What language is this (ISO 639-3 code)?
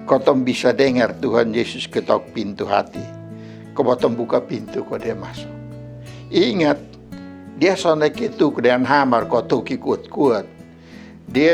mkn